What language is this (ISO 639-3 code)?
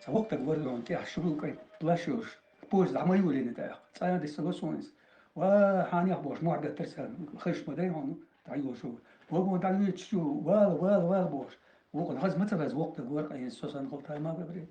che